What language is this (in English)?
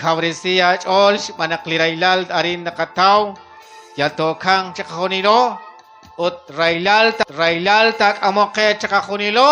Kekchí